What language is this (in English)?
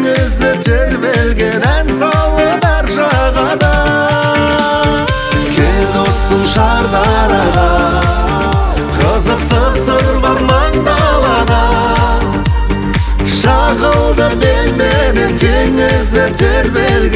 Kazakh